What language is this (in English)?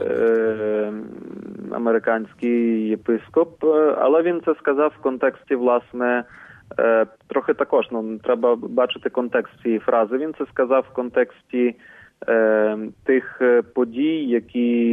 Ukrainian